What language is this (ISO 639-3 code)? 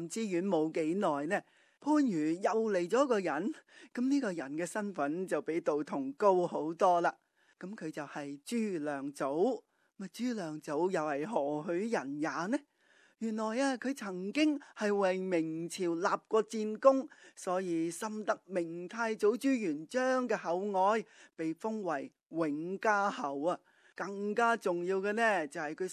yue